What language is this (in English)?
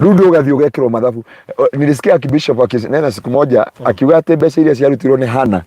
Kikuyu